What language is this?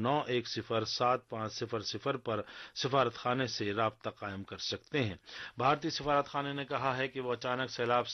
Urdu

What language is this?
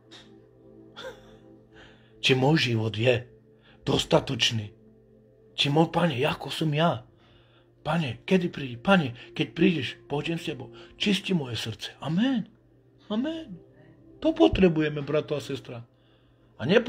Slovak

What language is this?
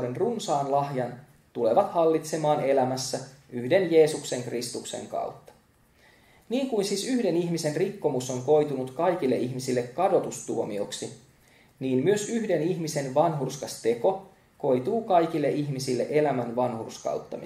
Finnish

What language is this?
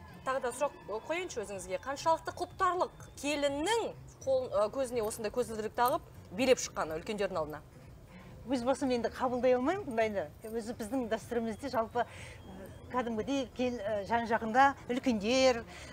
Kazakh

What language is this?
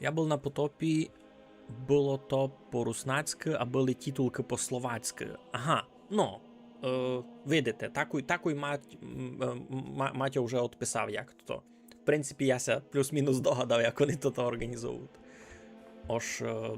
Rusyn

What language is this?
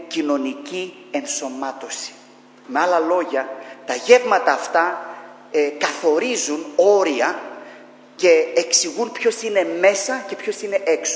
Greek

